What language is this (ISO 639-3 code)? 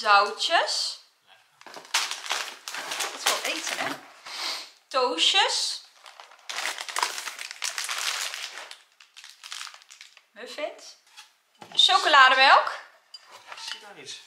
nld